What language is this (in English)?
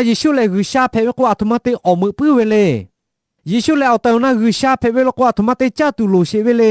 Lahu